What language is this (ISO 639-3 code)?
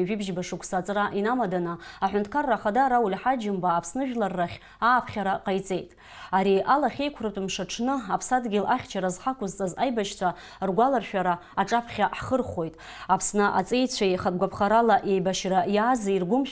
abk